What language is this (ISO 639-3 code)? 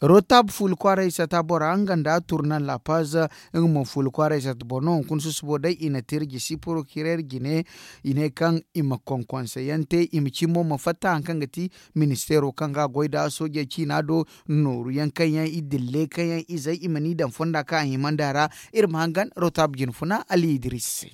dje